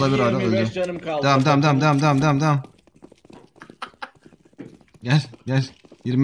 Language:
Turkish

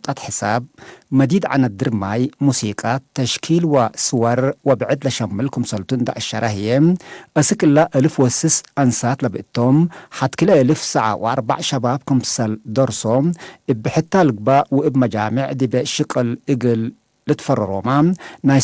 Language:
Tigre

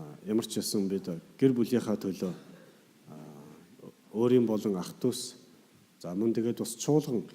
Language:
Mongolian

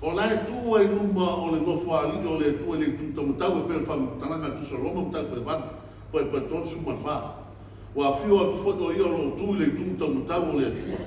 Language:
Samoan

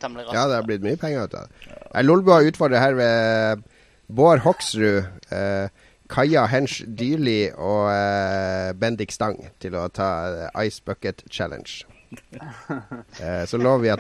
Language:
Norwegian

